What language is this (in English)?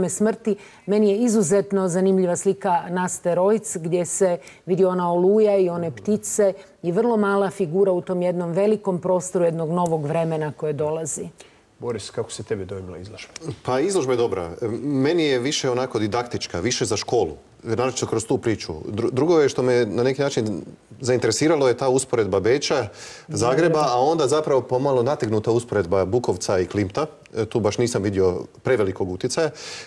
Croatian